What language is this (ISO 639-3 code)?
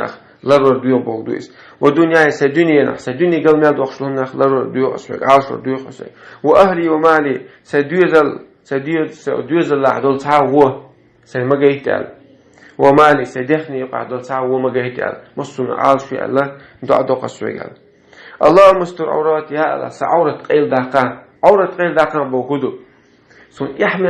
che